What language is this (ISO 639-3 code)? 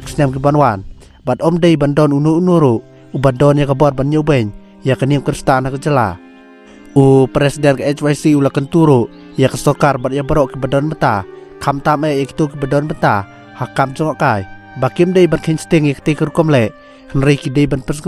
kha